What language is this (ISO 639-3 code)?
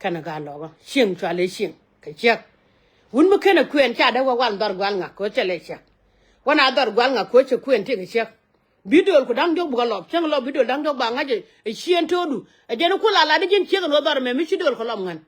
nus